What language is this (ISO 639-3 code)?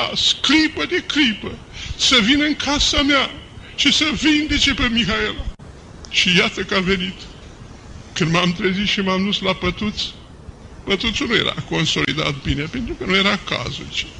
ron